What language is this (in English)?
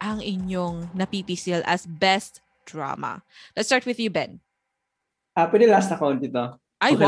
Filipino